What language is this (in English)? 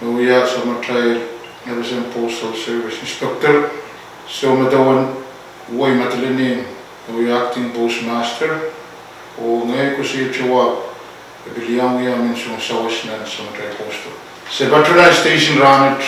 Pohnpeian